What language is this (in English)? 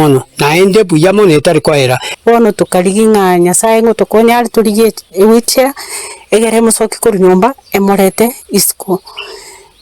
Gusii